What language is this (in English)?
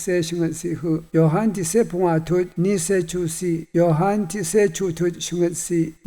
Rawang